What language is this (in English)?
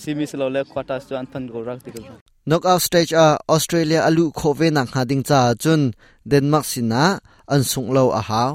Hakha Chin